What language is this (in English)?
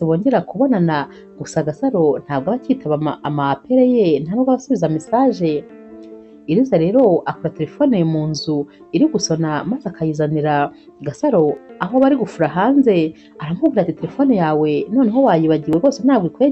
Kinyarwanda